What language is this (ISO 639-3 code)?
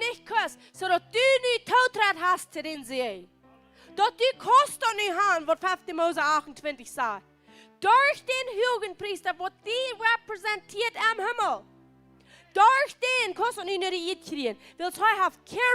pdt